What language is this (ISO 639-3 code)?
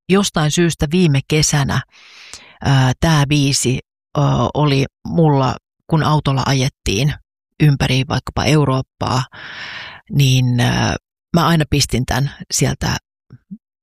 fin